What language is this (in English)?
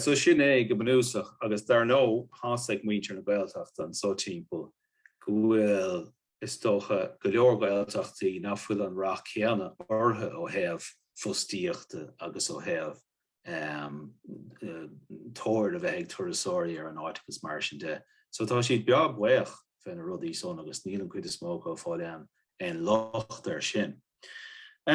Irish